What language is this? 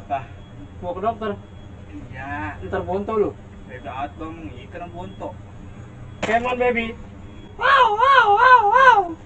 Betawi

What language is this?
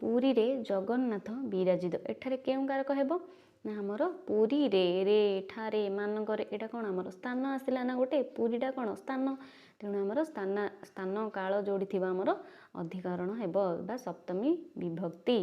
Odia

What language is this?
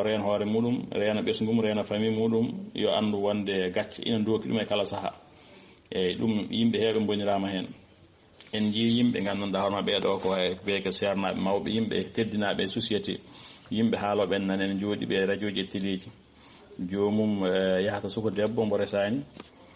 Fula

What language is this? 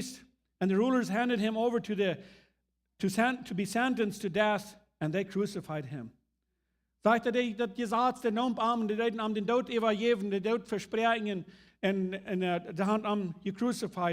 Plautdietsch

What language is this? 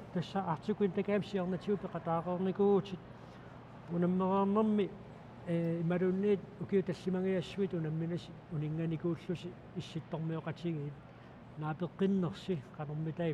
Kalaallisut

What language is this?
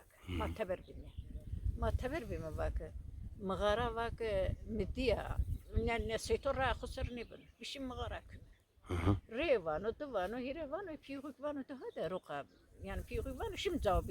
Zaza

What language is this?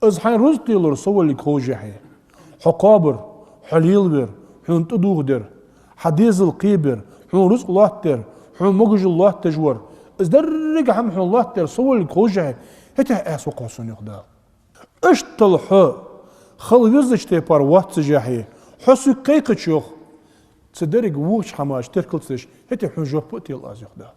Ingush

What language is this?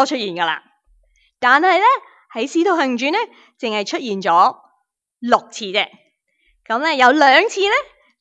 Cantonese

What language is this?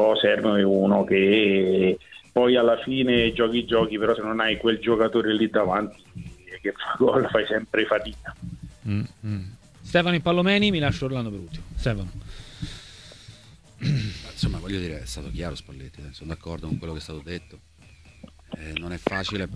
Italian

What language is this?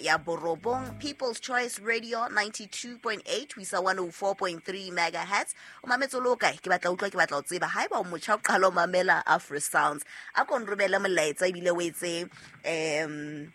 Southern Sotho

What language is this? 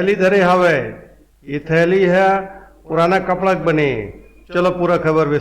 Chhattisgarhi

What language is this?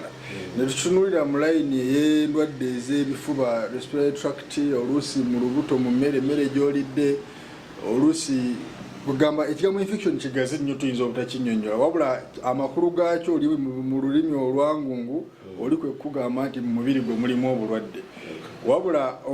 Ganda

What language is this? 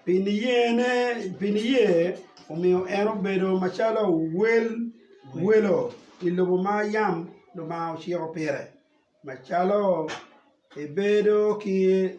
Acoli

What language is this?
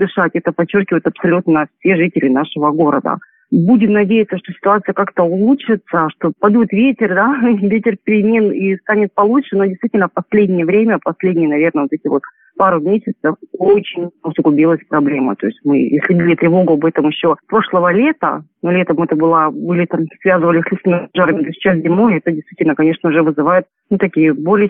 Russian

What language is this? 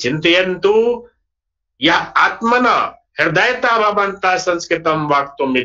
Sanskrit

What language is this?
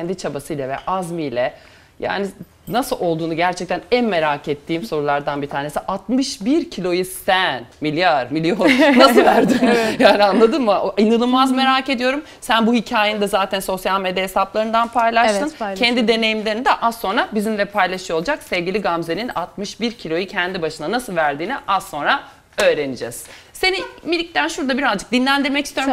Turkish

